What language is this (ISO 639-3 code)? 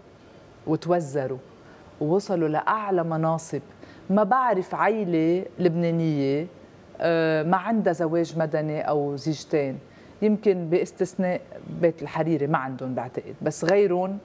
apc